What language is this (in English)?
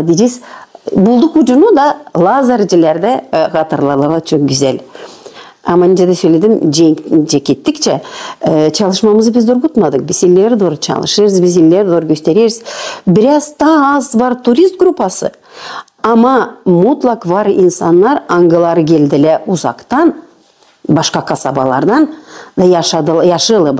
Gagauz